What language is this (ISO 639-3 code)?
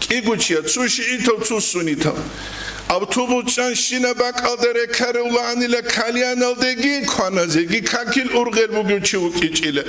ava